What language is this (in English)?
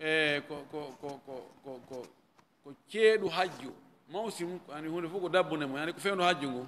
Fula